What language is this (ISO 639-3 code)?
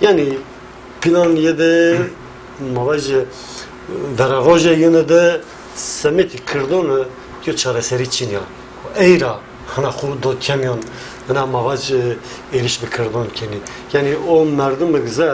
zza